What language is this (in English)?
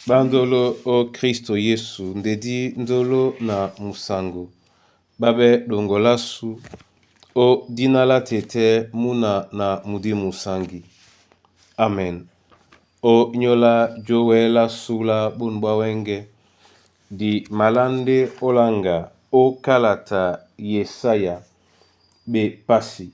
Duala